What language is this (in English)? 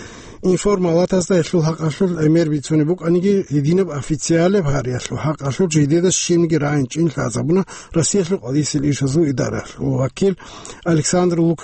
Avaric